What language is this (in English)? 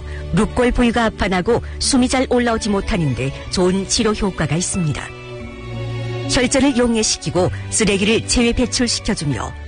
Korean